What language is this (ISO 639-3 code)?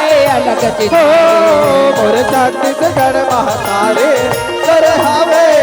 hne